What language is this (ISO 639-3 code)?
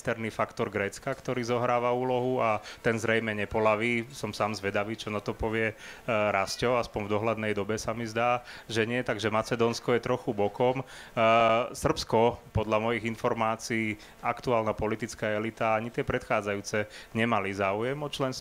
slk